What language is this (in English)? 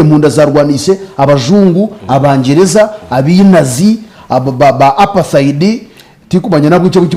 Nyankole